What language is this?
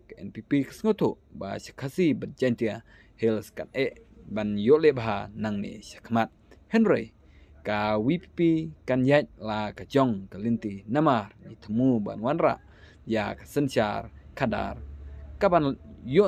Khasi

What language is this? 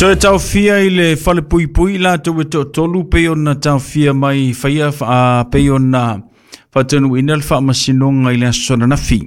Samoan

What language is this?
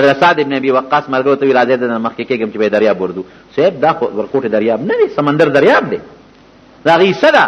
Pashto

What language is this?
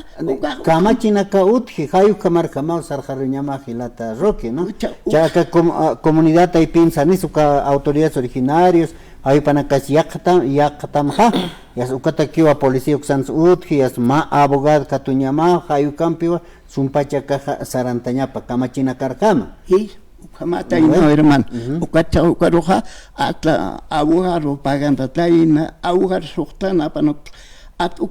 Aymara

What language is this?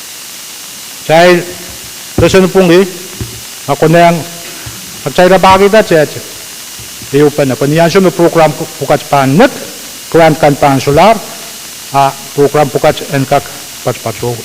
Pohnpeian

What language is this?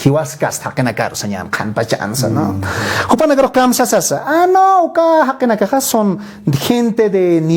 Aymara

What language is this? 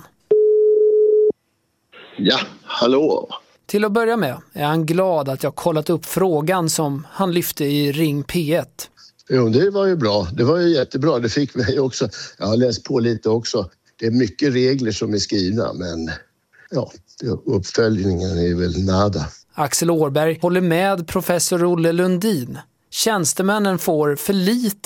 Swedish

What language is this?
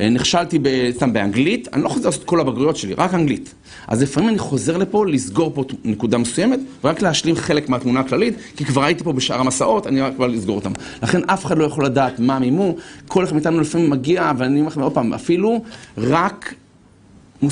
Hebrew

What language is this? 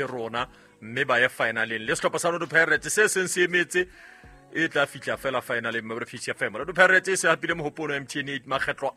Southern Sotho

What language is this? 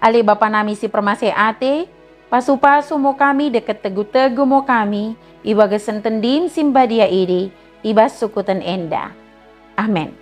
Batak Dairi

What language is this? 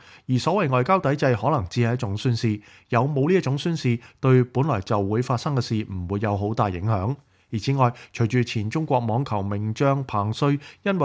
Cantonese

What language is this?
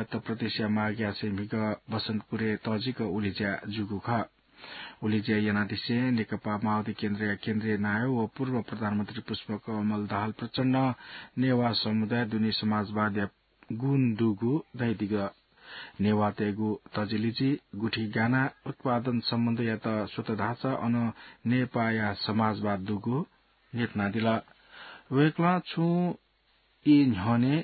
Newari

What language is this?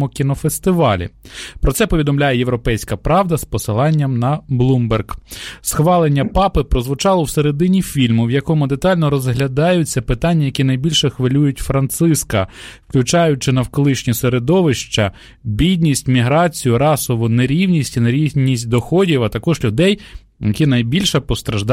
Ukrainian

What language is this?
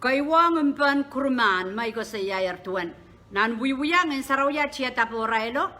Pohnpeian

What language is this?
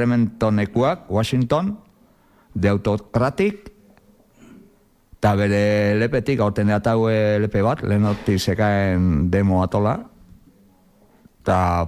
Basque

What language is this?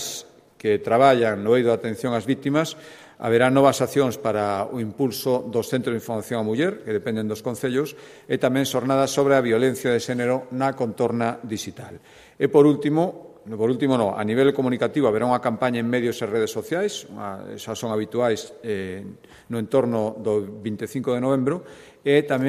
Galician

